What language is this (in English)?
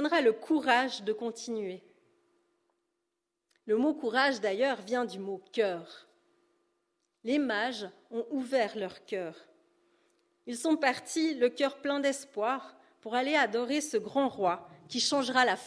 French